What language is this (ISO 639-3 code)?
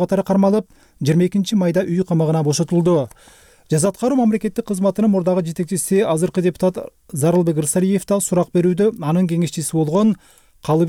kir